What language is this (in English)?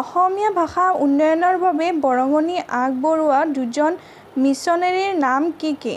Assamese